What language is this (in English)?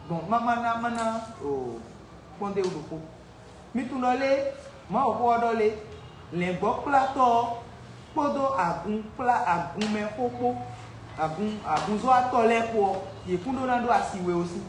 Fon